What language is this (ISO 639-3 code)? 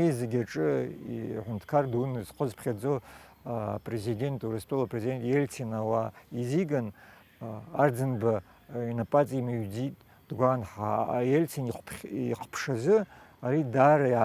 abk